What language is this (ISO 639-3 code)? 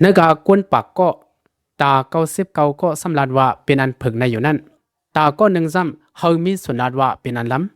shn